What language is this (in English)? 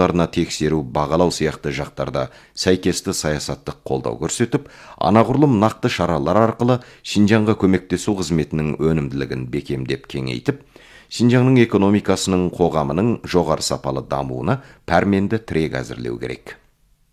Kazakh